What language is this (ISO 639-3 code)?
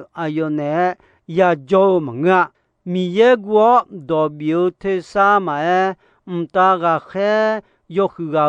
ahk